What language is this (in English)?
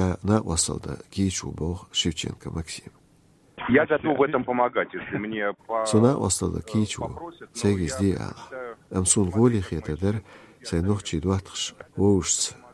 Chechen